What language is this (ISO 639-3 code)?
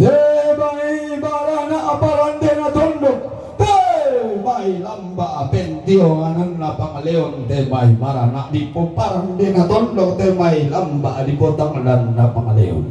sda